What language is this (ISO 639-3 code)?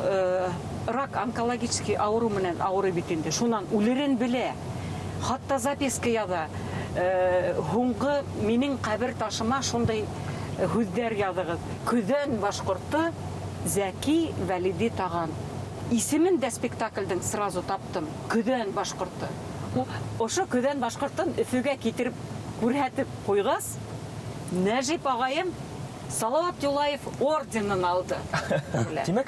bak